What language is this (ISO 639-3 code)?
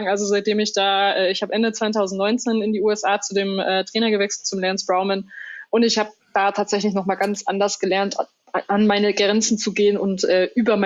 deu